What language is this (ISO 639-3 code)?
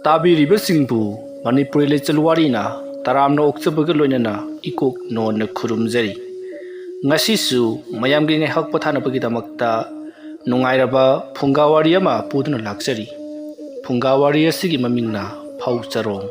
mni